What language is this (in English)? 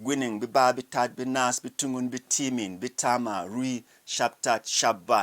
Berom